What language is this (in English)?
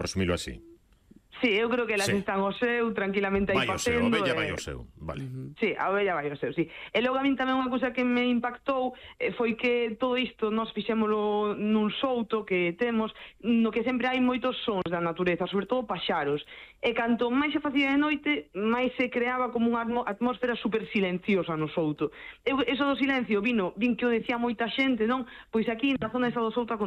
Galician